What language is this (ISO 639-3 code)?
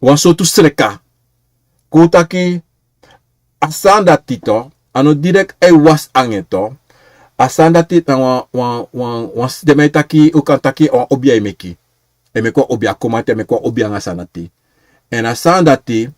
srn